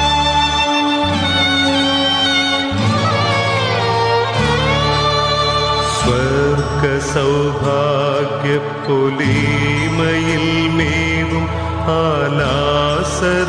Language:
Malayalam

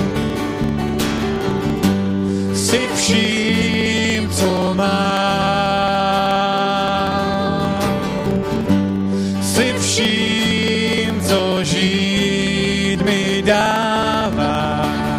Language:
Czech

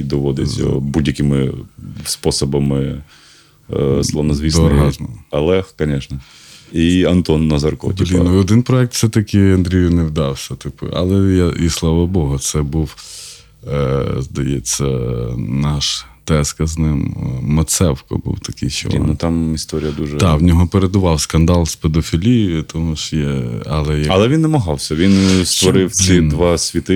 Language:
Ukrainian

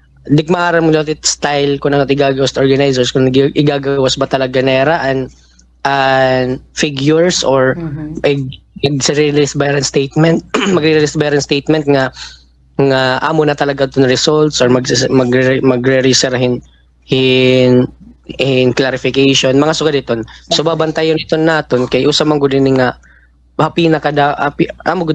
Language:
Waray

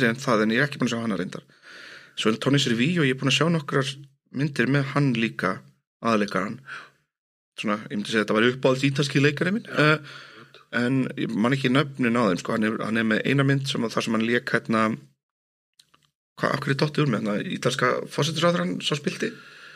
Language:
Icelandic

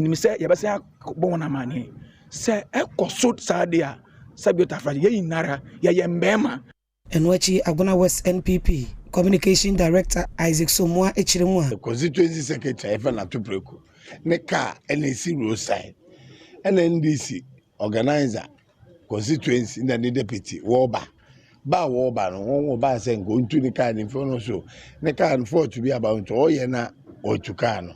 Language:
Akan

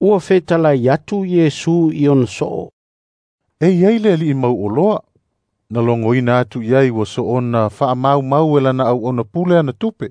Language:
Samoan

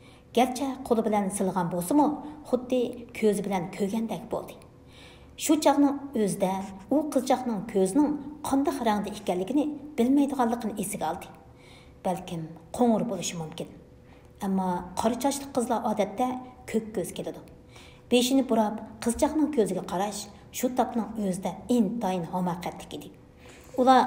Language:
Uyghur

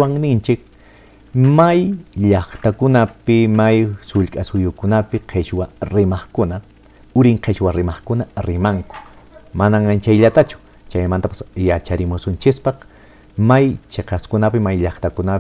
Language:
Quechua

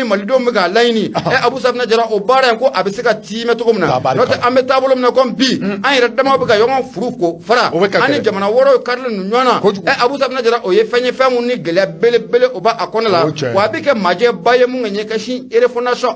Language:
Bambara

